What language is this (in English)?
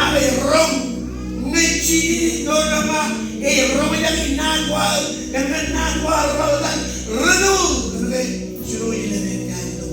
Marshallese